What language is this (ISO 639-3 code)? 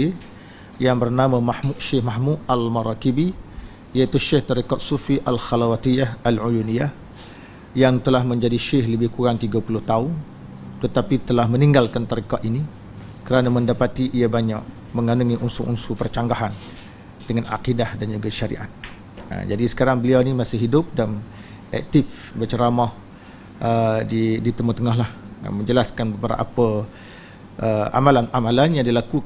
msa